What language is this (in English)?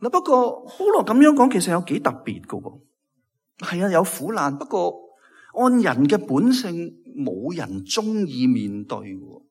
Cantonese